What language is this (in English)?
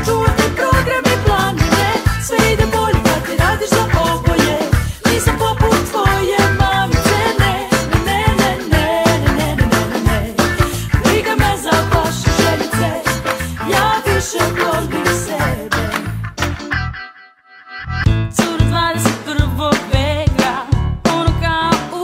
Serbian